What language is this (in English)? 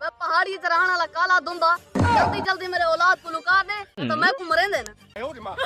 Saraiki